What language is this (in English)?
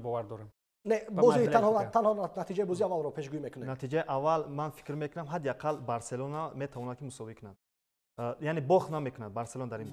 Tajik